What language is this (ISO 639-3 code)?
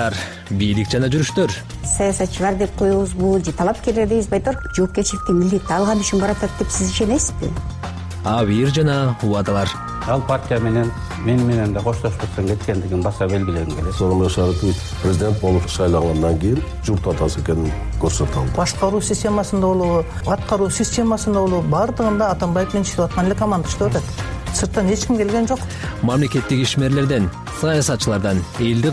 kir